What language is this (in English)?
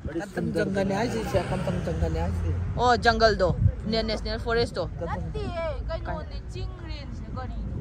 Manipuri